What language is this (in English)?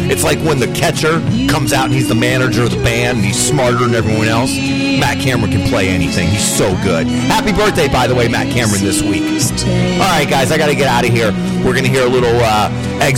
English